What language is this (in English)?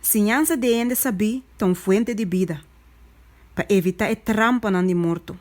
Papiamento